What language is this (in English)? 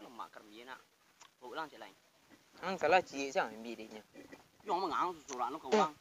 Minangkabau